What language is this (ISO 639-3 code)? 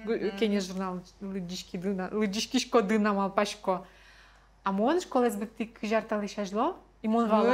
udm